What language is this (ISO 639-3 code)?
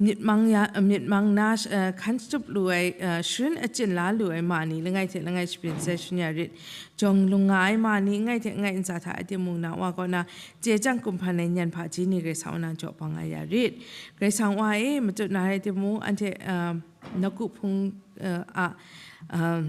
kac